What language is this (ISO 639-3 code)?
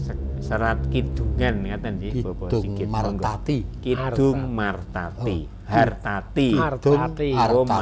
jav